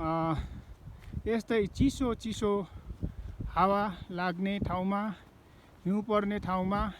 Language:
Nepali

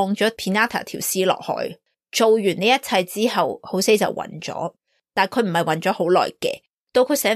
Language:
Cantonese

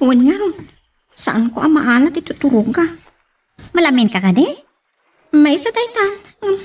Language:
Iloko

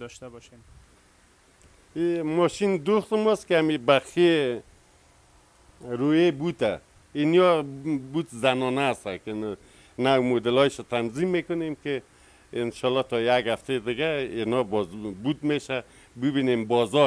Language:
Persian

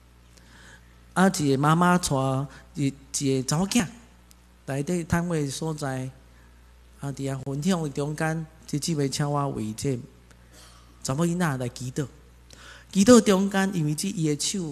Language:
Min Nan Chinese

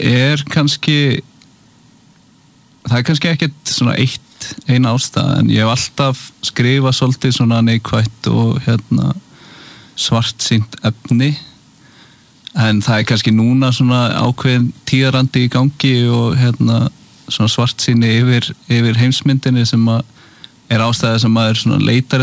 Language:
Icelandic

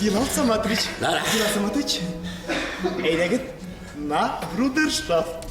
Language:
Bashkir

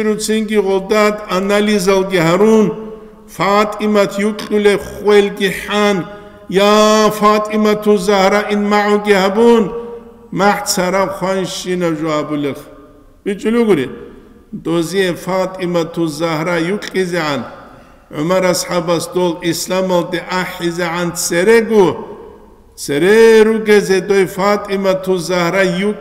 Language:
Avaric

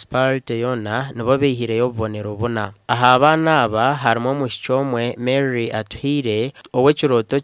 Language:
Nyankole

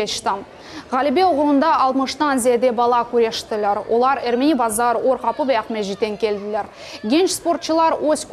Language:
Crimean Tatar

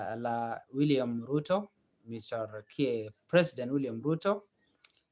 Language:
Nuer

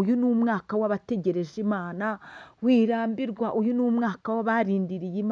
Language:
Kinyarwanda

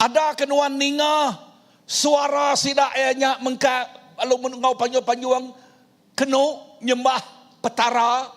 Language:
Iban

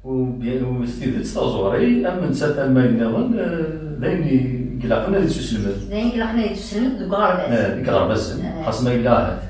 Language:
Kabyle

